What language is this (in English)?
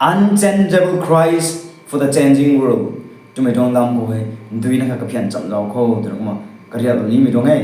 Rongmei Naga